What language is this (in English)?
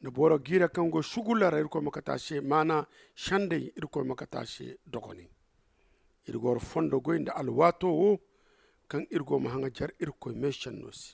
Zarma